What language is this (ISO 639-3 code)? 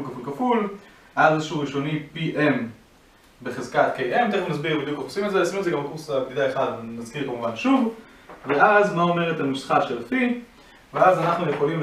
heb